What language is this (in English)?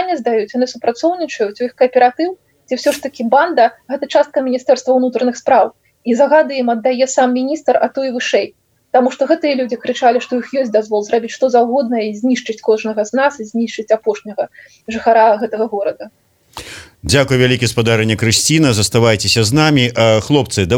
Belarusian